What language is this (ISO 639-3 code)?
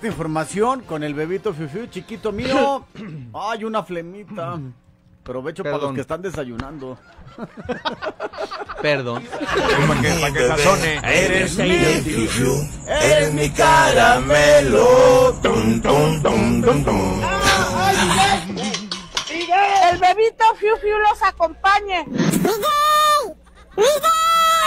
spa